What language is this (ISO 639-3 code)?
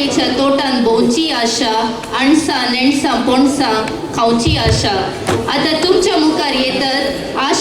kok